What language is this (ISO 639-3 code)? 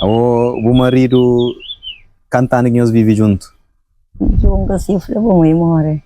kea